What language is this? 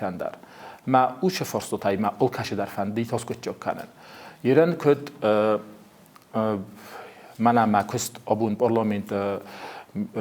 Ossetic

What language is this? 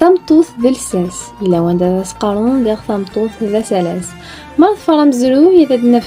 Kabyle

